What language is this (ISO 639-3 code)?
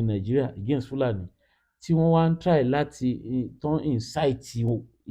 yor